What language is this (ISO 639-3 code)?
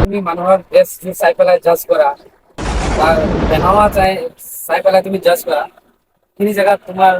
asm